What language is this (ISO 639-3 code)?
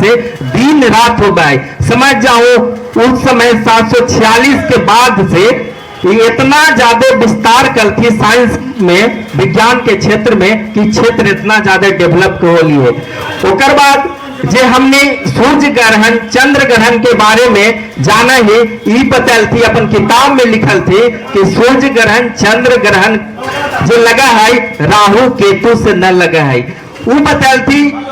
mag